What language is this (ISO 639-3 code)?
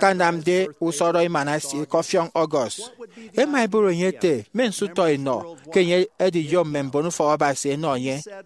efi